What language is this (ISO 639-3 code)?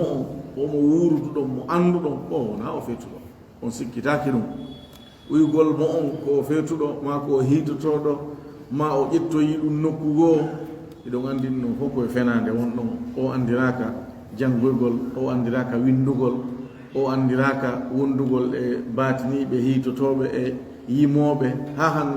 ful